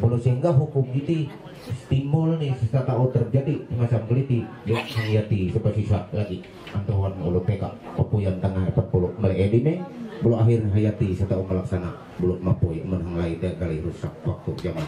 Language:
Ma'anyan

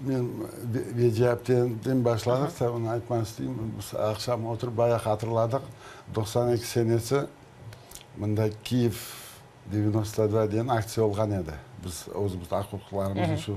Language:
Crimean Tatar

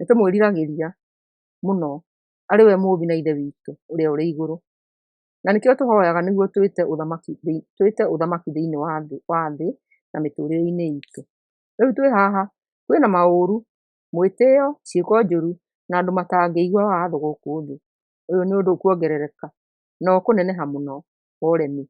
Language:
Kikuyu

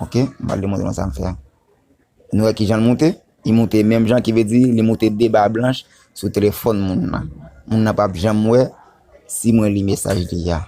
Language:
Haitian Creole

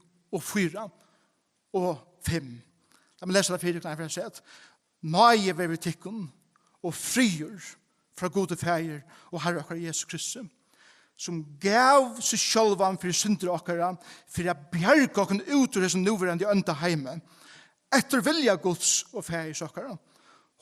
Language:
Faroese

